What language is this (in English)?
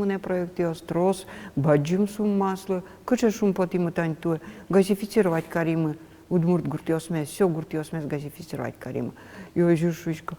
Udmurt